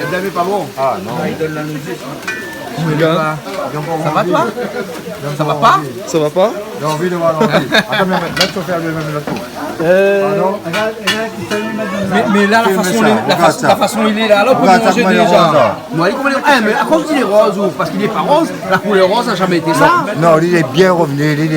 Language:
Réunion Creole French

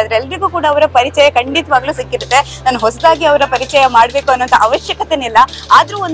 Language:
Kannada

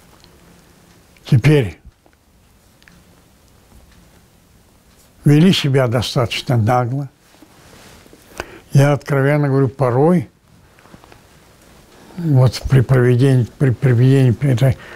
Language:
Russian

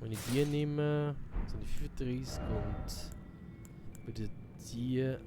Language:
Swiss German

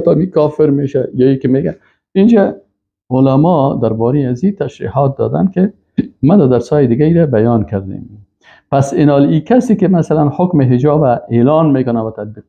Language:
Persian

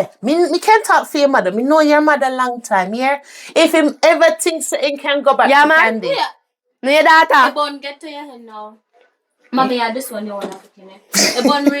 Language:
Jamaican Creole English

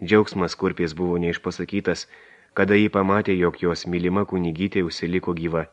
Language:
Lithuanian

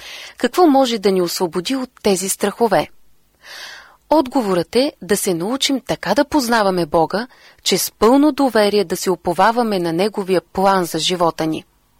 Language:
Bulgarian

